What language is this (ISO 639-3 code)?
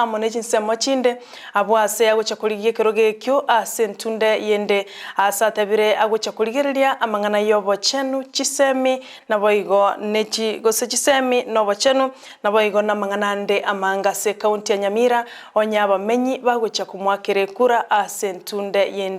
guz